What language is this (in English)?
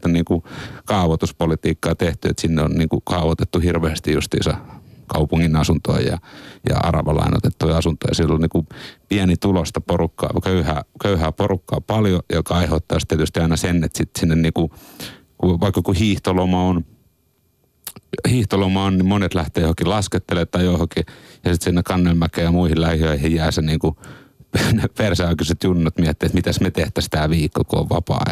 Finnish